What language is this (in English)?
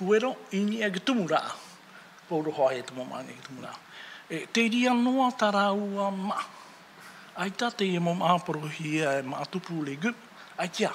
Tahitian